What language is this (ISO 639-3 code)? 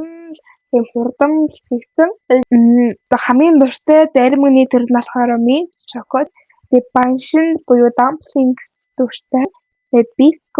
mon